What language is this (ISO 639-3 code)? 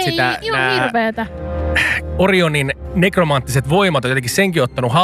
fin